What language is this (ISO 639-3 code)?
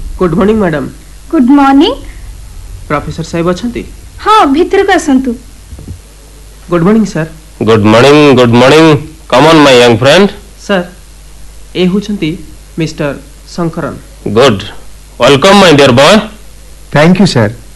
ori